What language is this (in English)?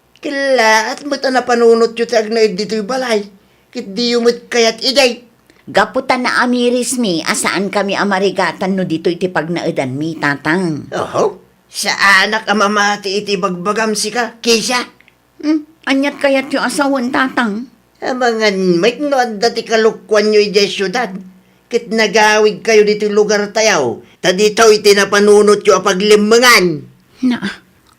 Iloko